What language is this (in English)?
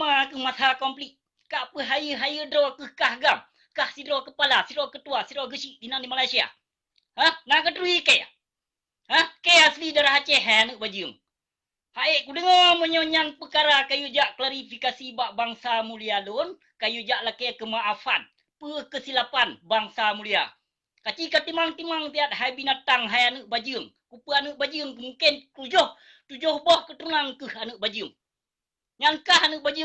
Achinese